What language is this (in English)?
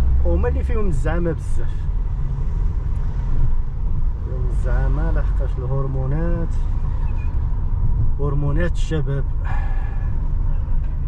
Moroccan Arabic